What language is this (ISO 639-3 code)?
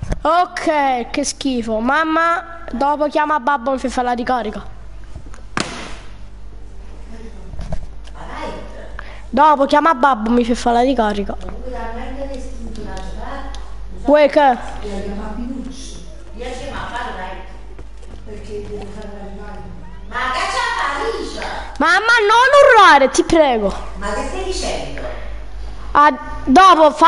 ita